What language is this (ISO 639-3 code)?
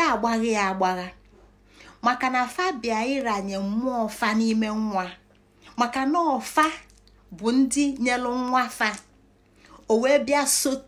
ibo